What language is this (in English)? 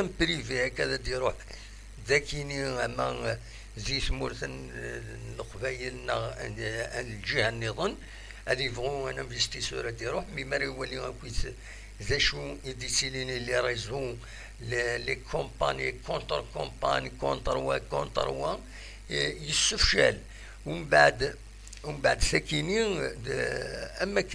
Kabyle